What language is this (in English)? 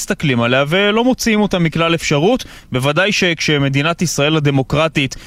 Hebrew